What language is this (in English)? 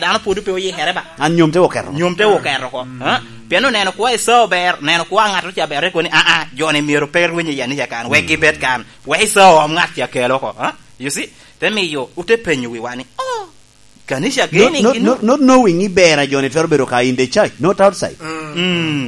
Lango (Uganda)